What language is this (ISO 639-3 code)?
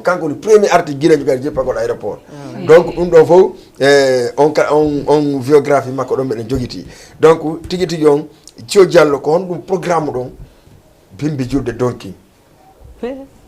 ful